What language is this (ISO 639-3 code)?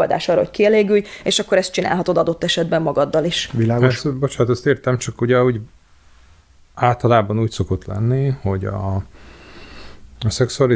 hun